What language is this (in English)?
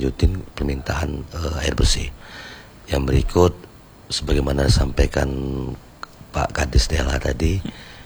Indonesian